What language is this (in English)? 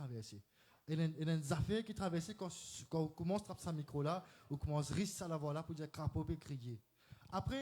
Morisyen